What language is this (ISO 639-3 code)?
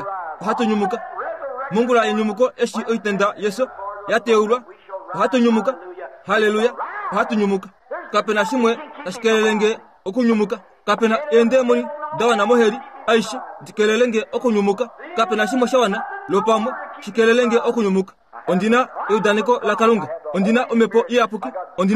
kua